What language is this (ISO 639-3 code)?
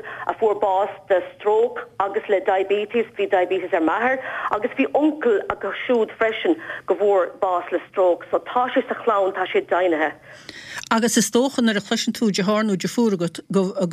gle